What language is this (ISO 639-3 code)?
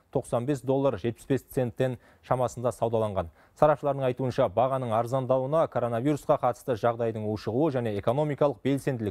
kaz